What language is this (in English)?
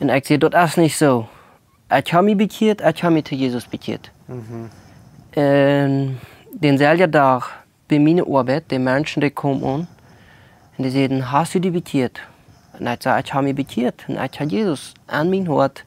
Plautdietsch